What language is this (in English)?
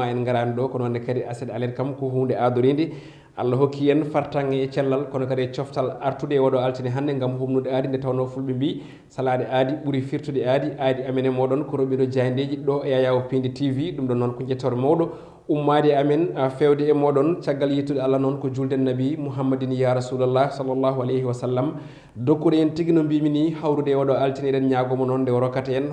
Fula